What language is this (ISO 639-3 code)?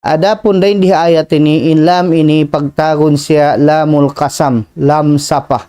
tsg